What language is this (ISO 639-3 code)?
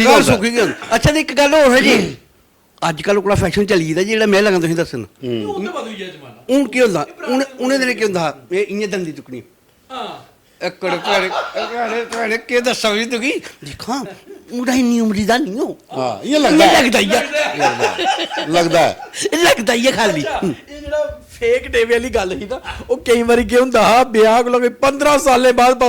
doi